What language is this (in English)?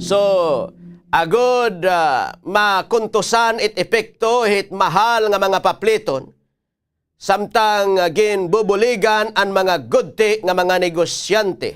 Waray